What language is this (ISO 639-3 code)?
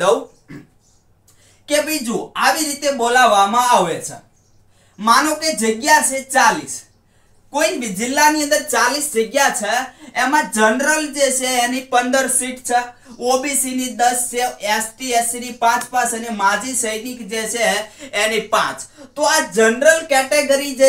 guj